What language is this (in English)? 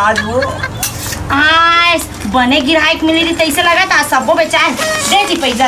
Chhattisgarhi